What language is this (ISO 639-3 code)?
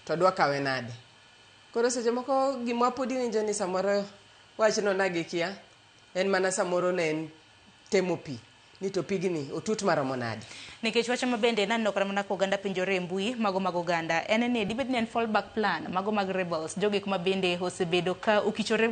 luo